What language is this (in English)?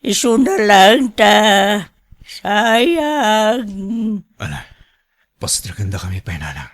Iloko